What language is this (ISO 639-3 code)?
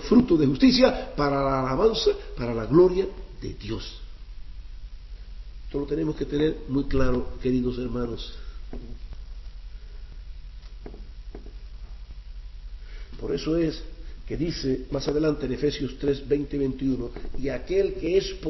spa